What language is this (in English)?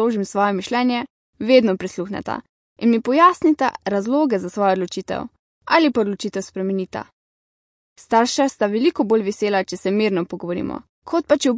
Slovenian